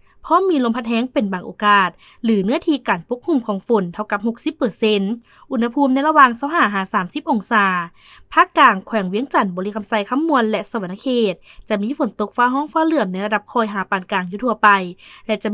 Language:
Lao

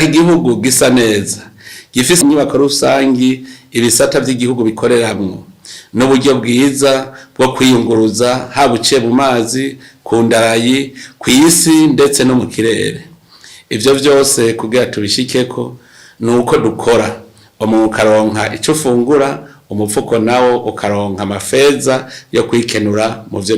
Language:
Rundi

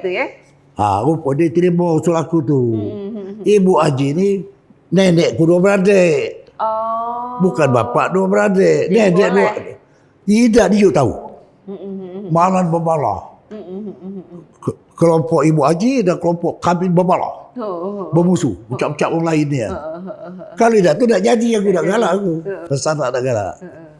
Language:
Musi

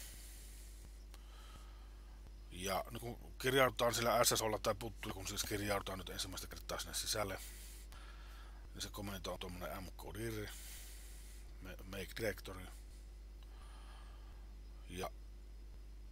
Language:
Finnish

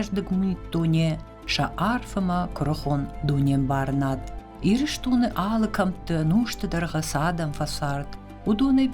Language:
Ossetic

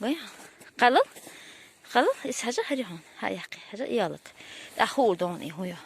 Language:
Chechen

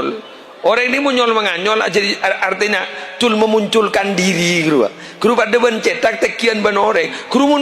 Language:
Madurese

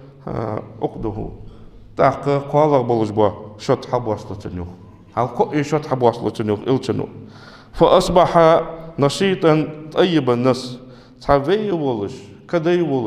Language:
Ingush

